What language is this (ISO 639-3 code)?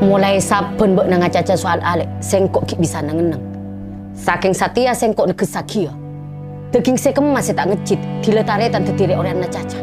mad